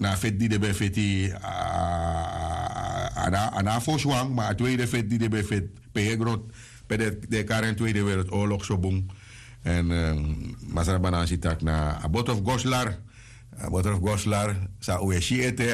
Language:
Sranan Tongo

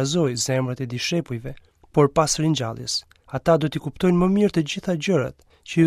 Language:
Albanian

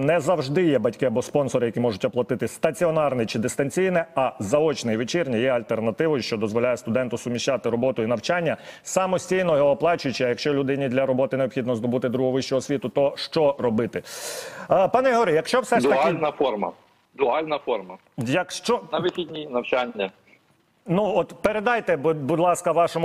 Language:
Ukrainian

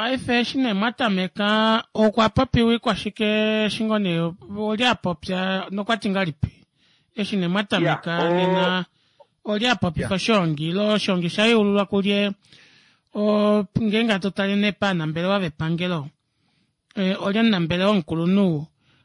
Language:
Kuanyama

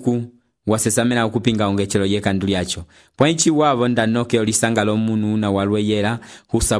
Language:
Umbundu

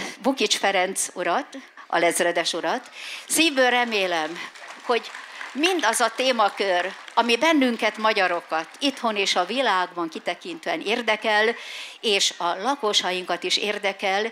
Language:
Hungarian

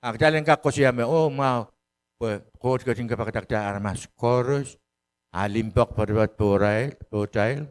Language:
Pohnpeian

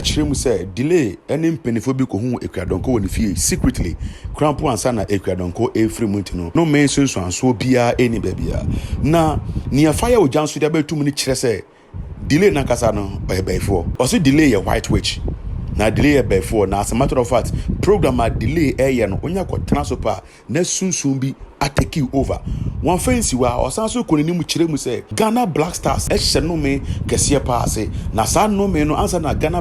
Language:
Akan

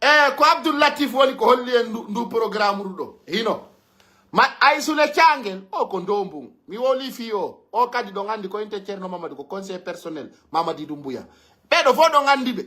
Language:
Pular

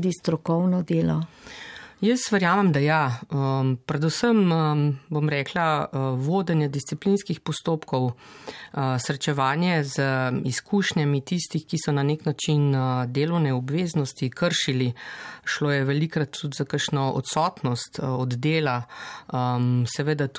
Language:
Slovenian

